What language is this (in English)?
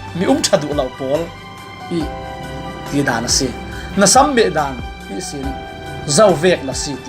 Falam Chin